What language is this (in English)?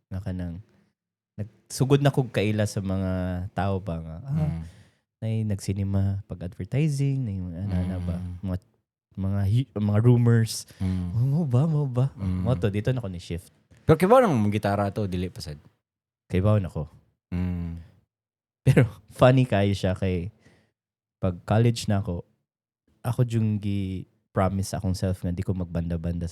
Cebuano